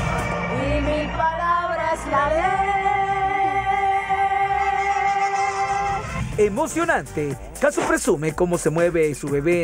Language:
Spanish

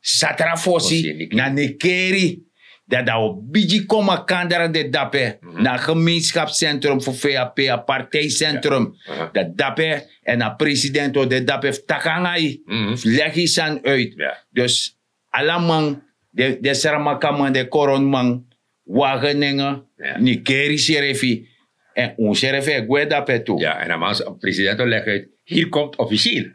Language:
Sranan Tongo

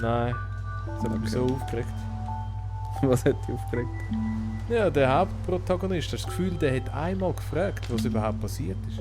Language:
Swiss German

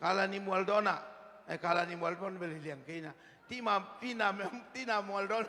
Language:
Tedim Chin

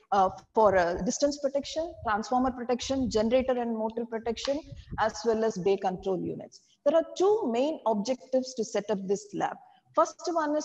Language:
English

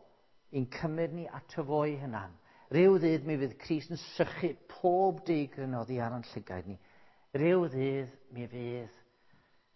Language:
Welsh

